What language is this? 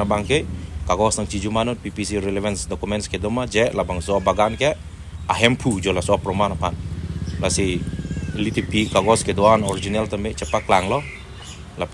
Karbi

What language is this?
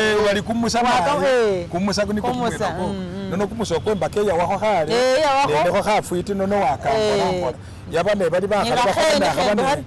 Masaaba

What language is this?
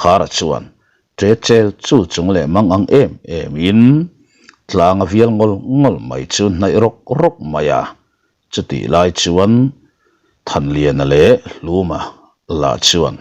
Mizo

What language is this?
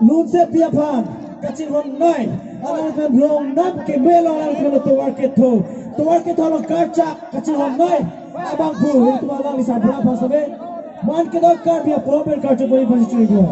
Karbi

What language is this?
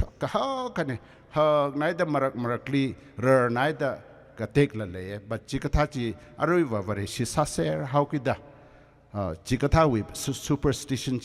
Tangkhul Naga (India)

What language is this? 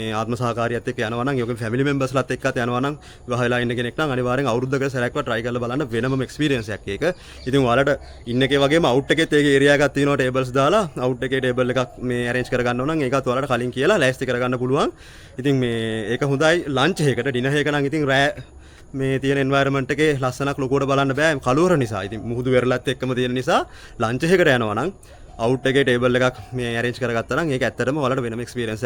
Sinhala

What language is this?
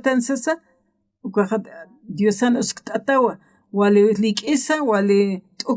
Aymara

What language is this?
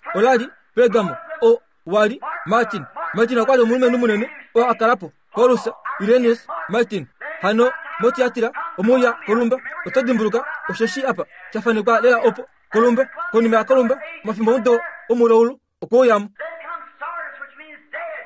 Kuanyama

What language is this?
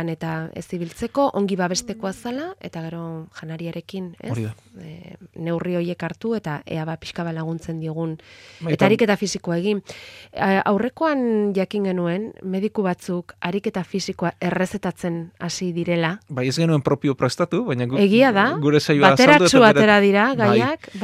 Basque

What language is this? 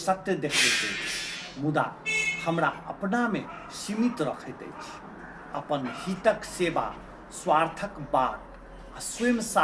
Maithili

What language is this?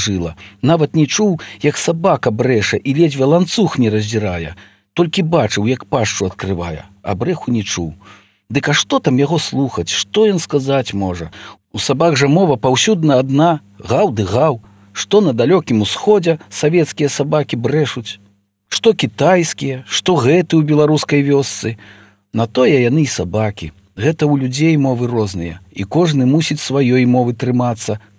Belarusian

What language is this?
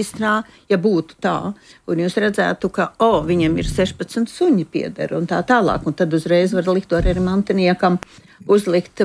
Latvian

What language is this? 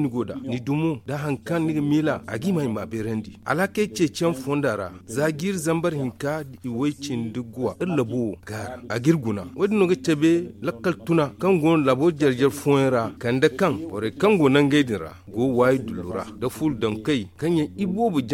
Zarma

